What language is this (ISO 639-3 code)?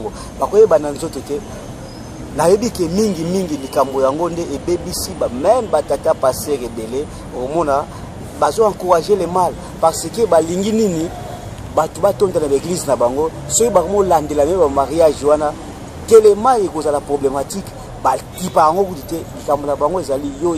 lin